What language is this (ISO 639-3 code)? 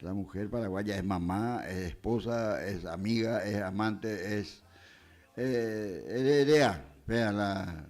grn